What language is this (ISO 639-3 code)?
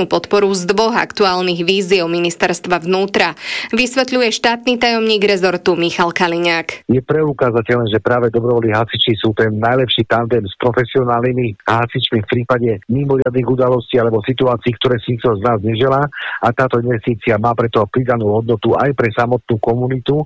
slk